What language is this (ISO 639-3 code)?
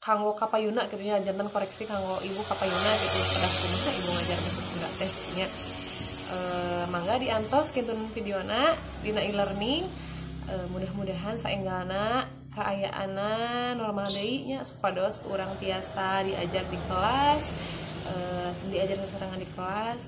sun